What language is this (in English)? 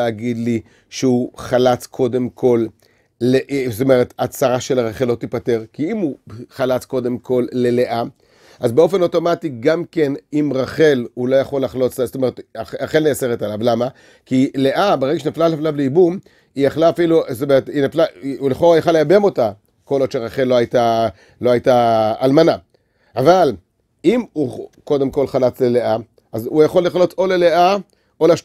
Hebrew